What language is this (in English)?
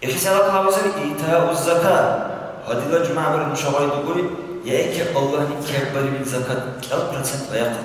Dargwa